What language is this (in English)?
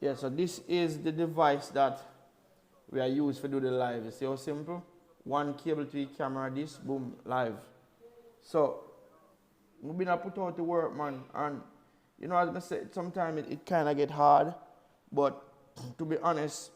Jamaican Creole English